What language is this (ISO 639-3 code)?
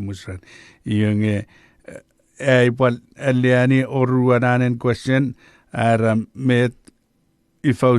chk